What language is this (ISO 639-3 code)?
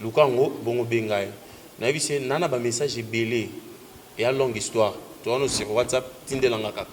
lin